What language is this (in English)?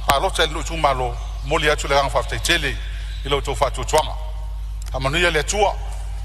Samoan